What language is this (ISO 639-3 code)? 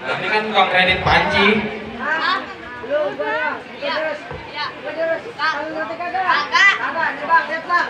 bew